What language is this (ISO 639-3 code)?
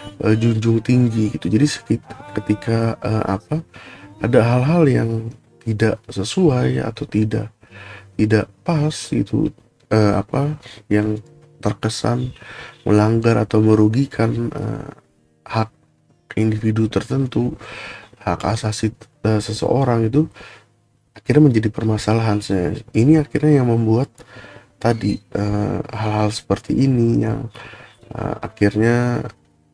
ind